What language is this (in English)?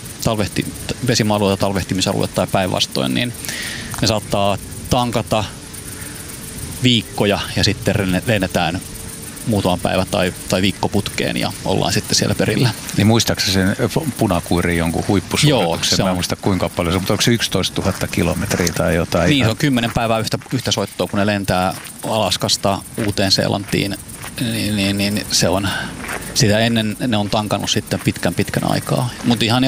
Finnish